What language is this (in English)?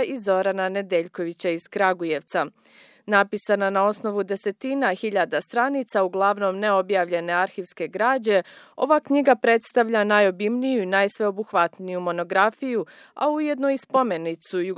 Serbian